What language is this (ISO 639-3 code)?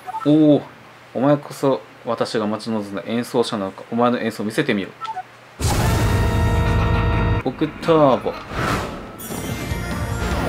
jpn